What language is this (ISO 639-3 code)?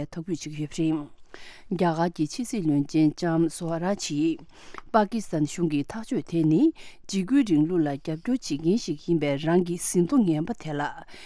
bod